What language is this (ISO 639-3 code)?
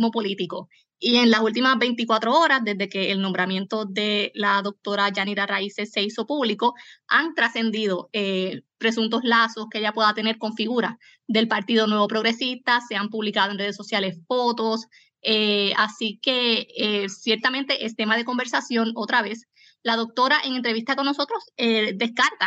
spa